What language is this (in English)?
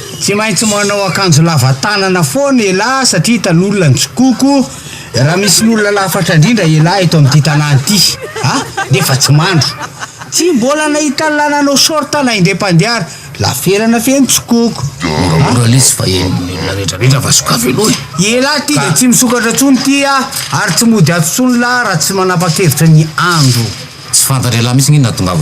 Malagasy